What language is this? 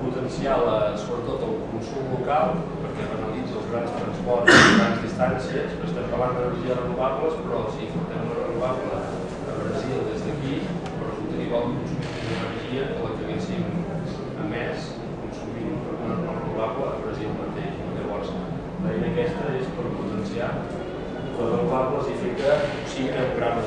Catalan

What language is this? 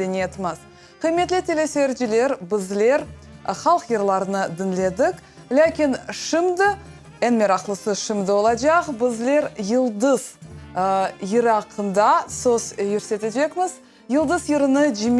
Crimean Tatar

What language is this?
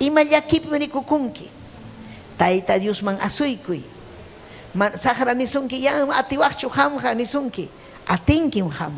Ayacucho Quechua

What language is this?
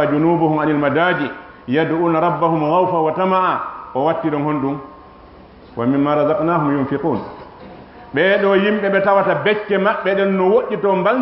Fula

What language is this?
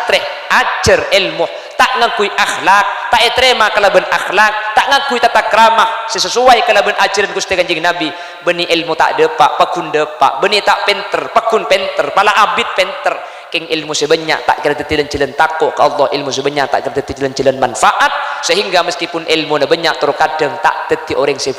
Madurese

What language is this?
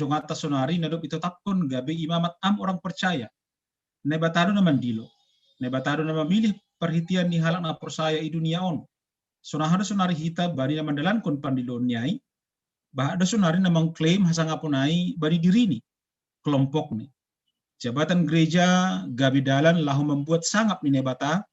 Batak Simalungun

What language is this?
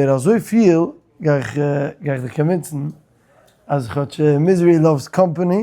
Yiddish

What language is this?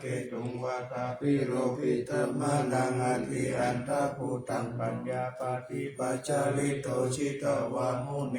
Pali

